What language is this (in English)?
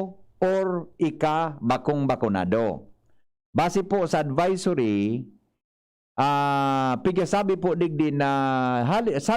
Bikol